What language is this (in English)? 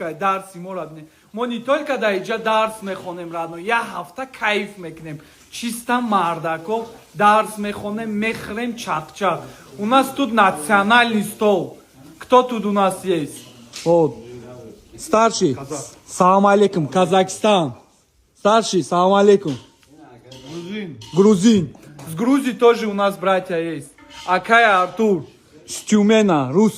Tajik